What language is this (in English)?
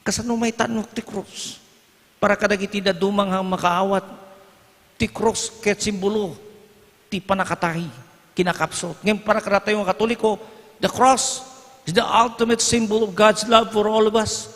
Iloko